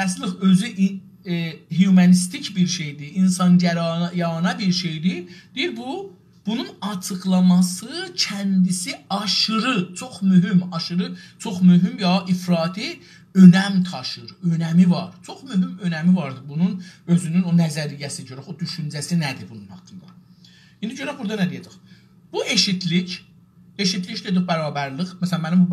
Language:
South Azerbaijani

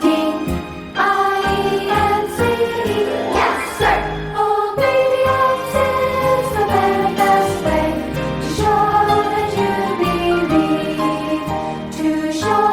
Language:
Ao Naga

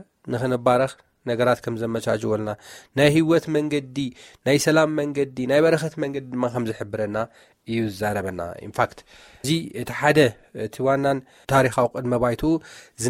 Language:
Tigrinya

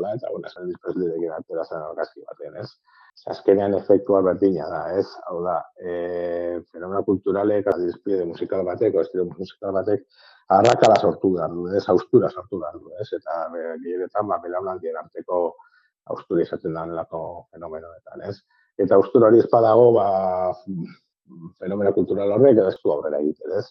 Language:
Basque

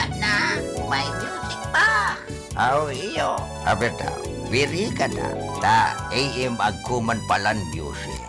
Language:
Bikol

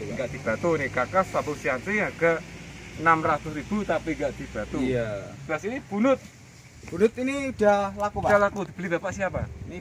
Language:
Indonesian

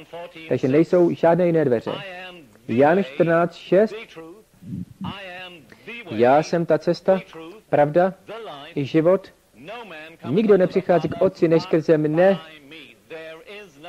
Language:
Czech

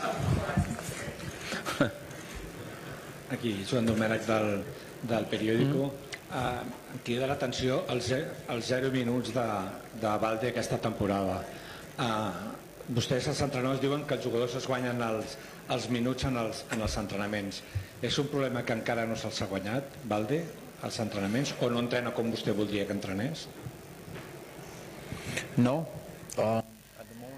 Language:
Catalan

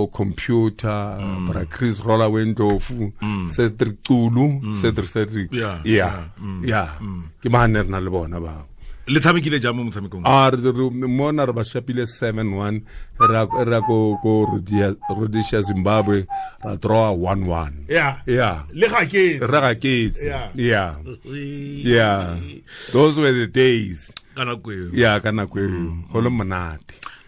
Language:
Tswana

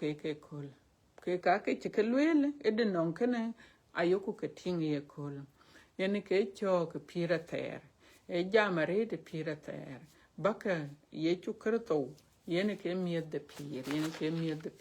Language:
Dinka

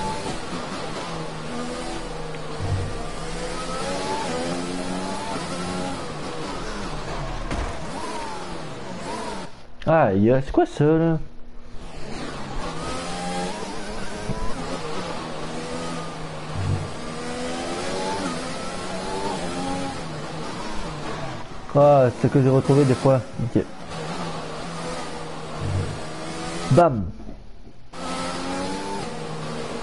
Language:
French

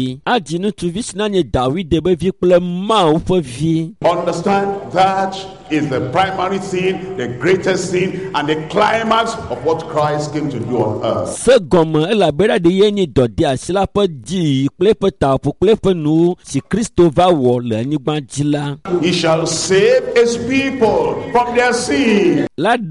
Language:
Ewe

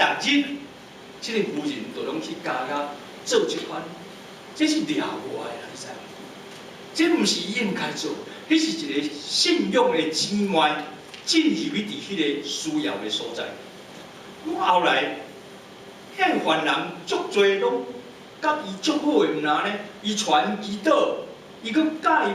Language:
Min Nan Chinese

